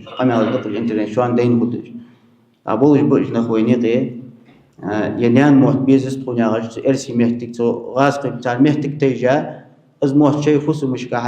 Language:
Ingush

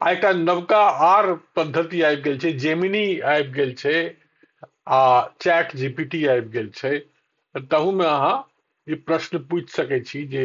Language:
Maithili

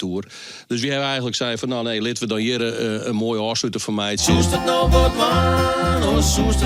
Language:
Western Frisian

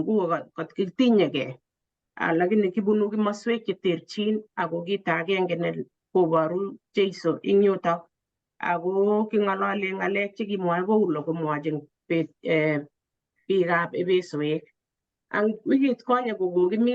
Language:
Kalenjin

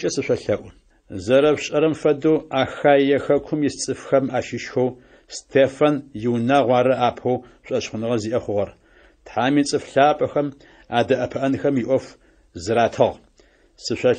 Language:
Adyghe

